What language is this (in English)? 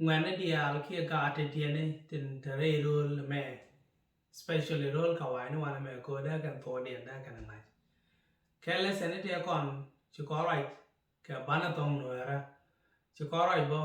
Nuer